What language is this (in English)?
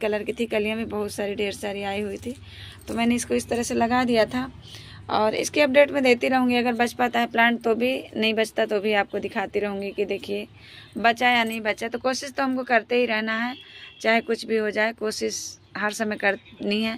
Hindi